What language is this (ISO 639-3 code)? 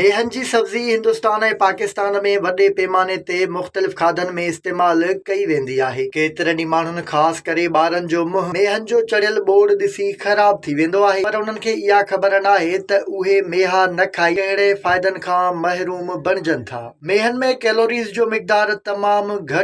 snd